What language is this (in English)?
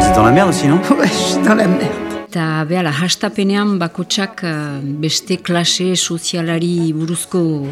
Basque